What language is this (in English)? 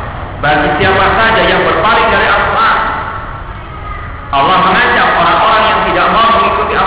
Indonesian